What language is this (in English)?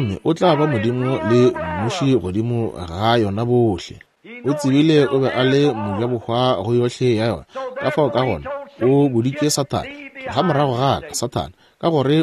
Northern Sotho